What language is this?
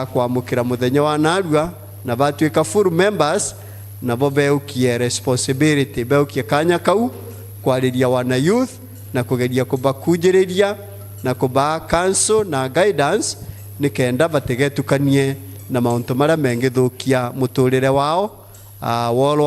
Meru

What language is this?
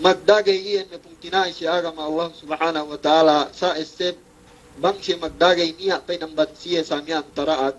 Yakan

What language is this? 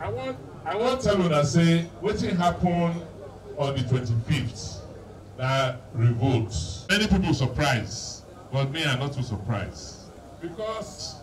Nigerian Pidgin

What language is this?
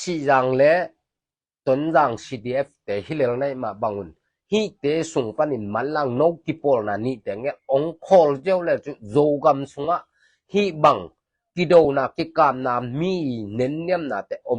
Tedim Chin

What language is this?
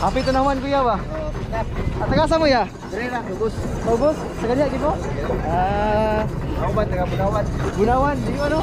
Cebuano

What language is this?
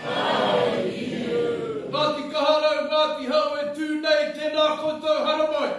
Māori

